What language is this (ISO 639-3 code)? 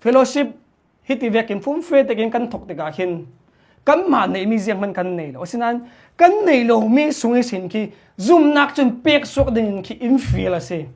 cnh